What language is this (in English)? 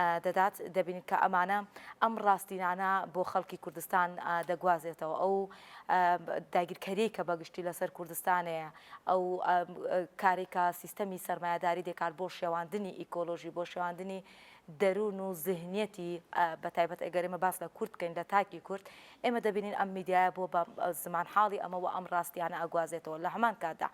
Central Kurdish